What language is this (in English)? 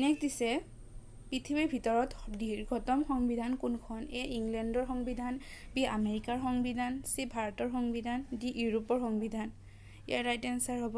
Assamese